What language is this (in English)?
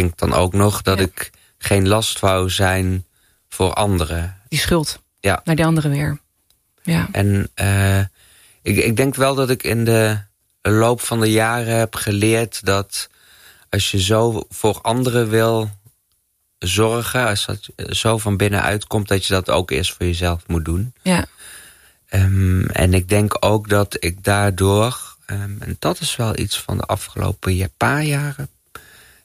Dutch